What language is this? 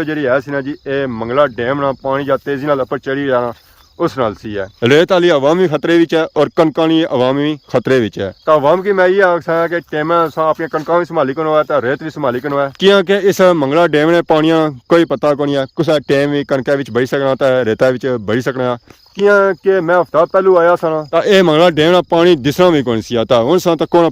Pahari-Potwari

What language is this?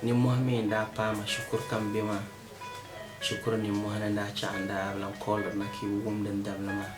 Dagbani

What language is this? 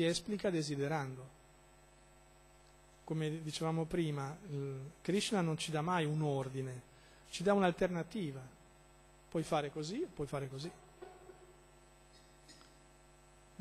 Italian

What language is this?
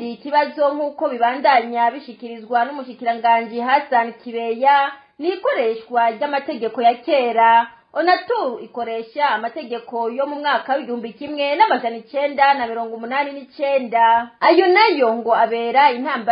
Rundi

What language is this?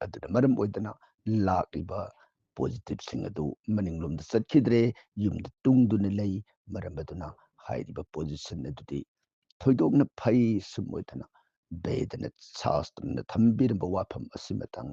Manipuri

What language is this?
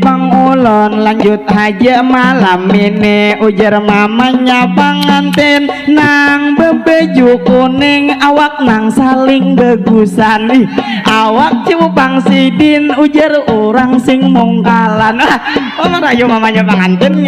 Banjar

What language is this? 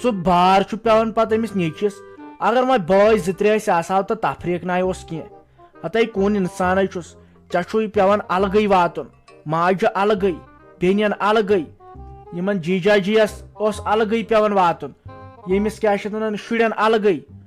Kashmiri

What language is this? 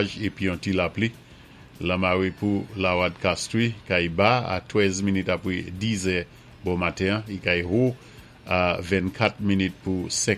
Saint Lucian Creole French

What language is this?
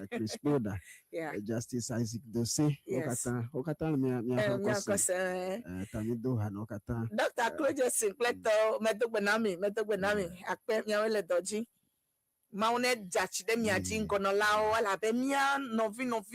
Ewe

